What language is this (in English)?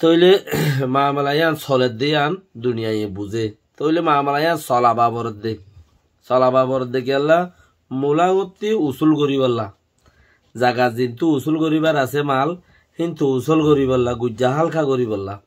Rohingya